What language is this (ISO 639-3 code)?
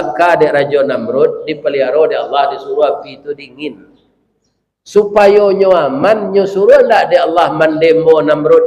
min